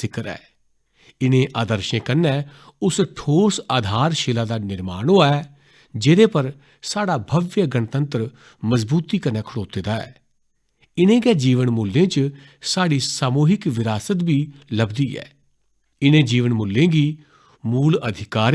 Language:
Dogri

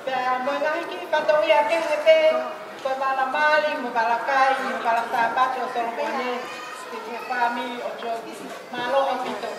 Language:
Tongan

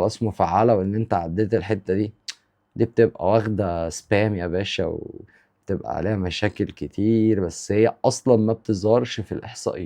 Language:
Egyptian Arabic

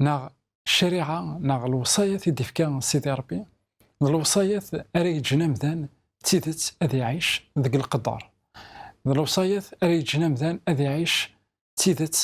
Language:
Kabyle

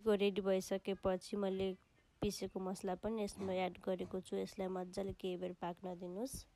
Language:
Nepali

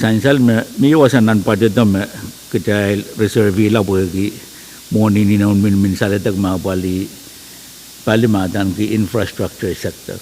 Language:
Pohnpeian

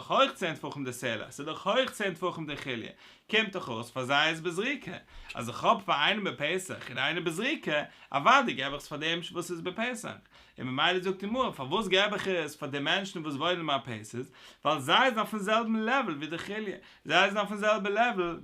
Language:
Yiddish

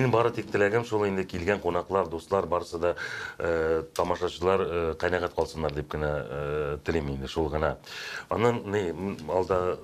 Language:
Tatar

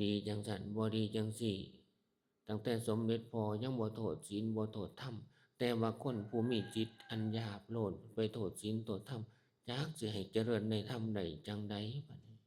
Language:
Northeastern Thai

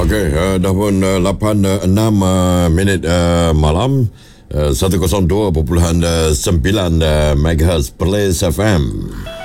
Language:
Malay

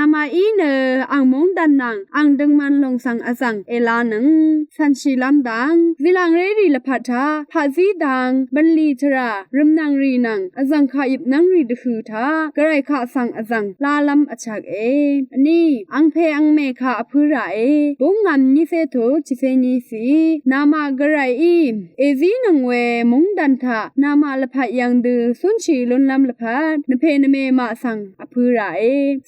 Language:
Rawang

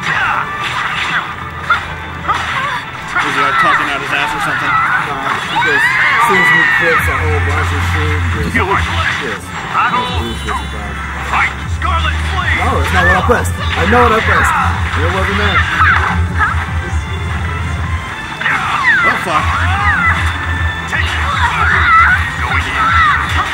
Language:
English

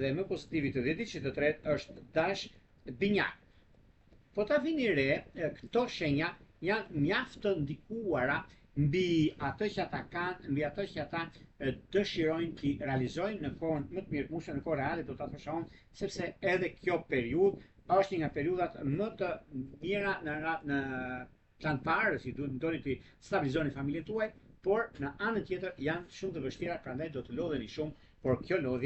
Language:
Albanian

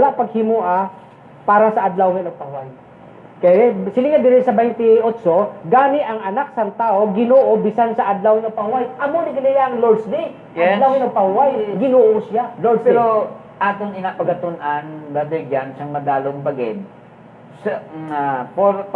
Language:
Hiligaynon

